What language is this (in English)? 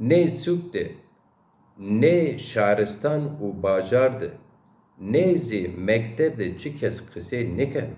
Zaza